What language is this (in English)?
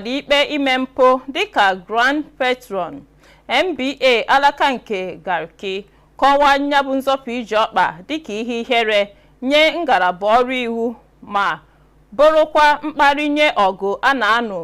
Igbo